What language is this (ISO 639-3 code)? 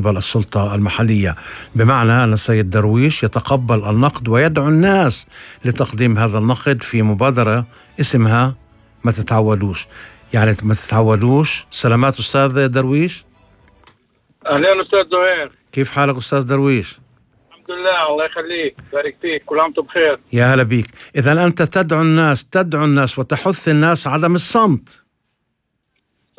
ara